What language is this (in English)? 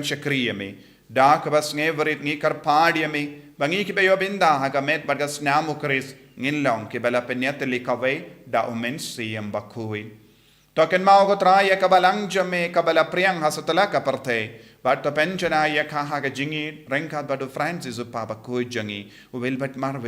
Khasi